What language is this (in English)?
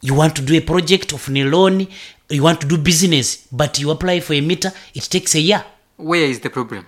Nyankole